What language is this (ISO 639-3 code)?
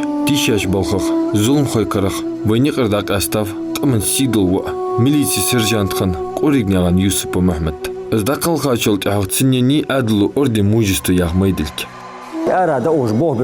inh